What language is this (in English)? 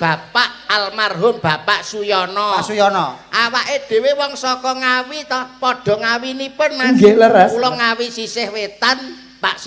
Javanese